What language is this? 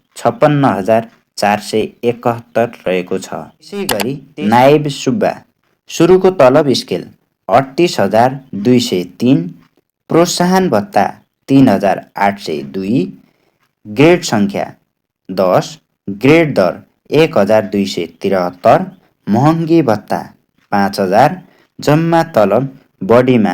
Nepali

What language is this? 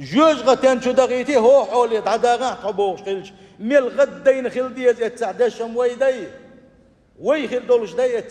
Chechen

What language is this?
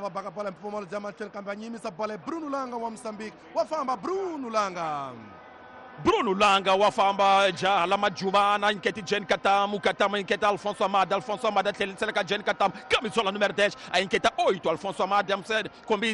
Tsonga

